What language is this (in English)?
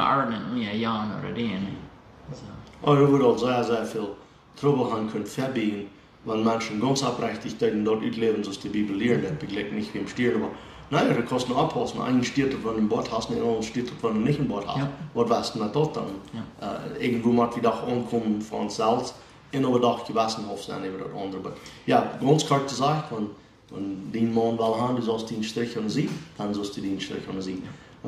Plautdietsch